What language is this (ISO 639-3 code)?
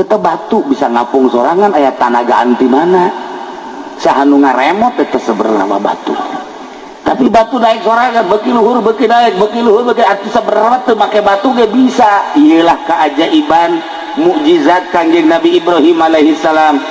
sun